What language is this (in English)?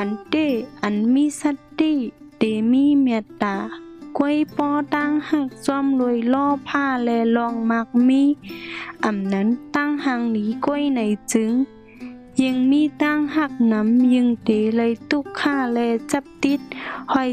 Shan